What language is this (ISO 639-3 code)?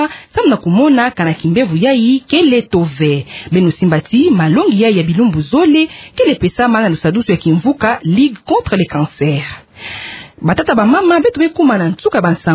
ktu